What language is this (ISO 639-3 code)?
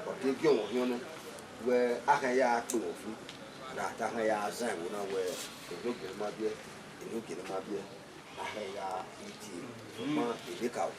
bin